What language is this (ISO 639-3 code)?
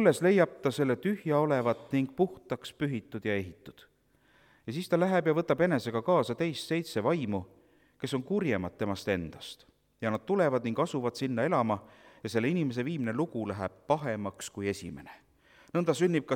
est